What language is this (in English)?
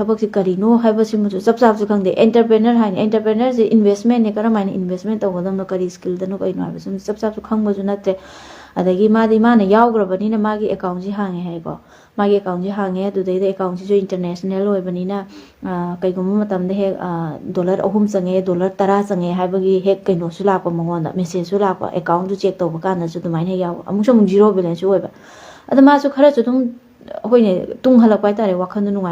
Manipuri